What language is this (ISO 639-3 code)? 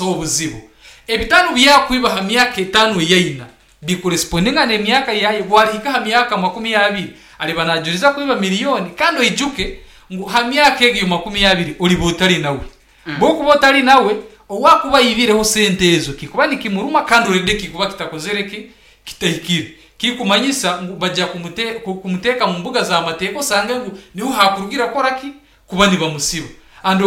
nyn